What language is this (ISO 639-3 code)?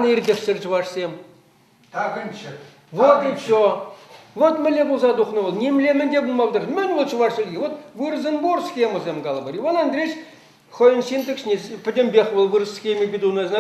chv